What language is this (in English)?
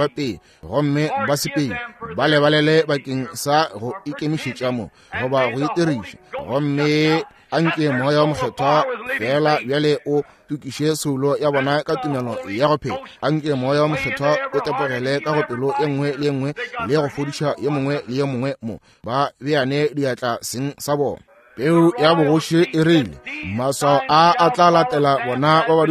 Northern Sotho